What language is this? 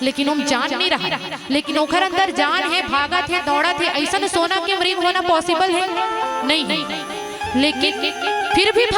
Chhattisgarhi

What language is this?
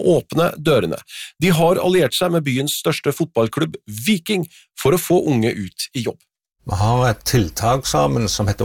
Norwegian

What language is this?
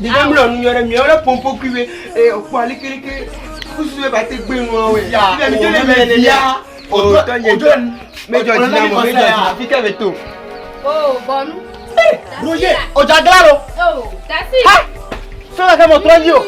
Ewe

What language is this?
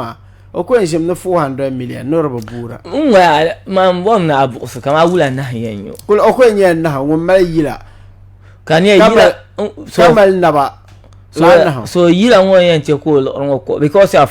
Dagbani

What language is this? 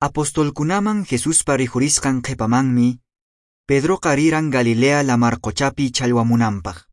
Quechua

